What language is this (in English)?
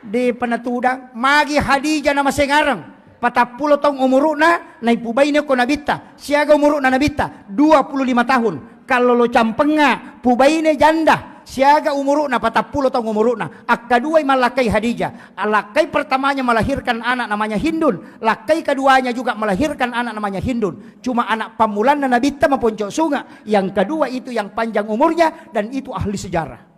Buginese